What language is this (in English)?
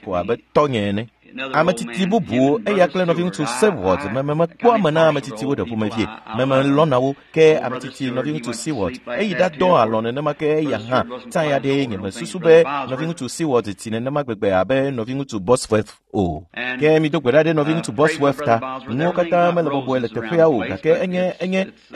Ewe